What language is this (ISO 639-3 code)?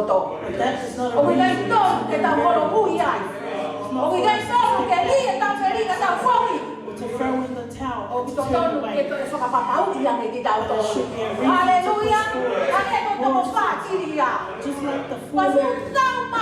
ton